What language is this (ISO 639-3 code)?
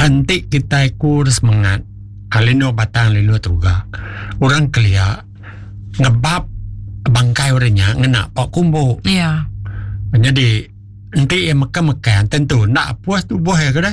iba